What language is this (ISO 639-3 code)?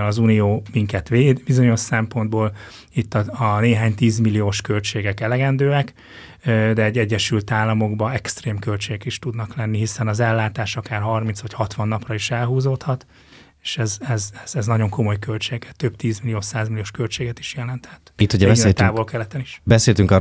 hun